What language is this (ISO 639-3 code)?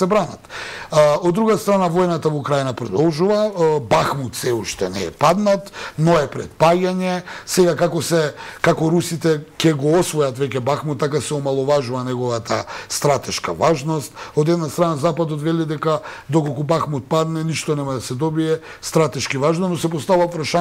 mkd